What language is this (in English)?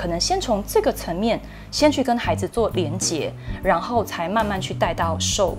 Chinese